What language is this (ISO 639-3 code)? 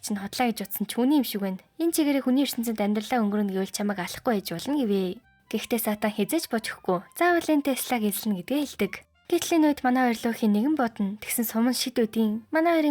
mon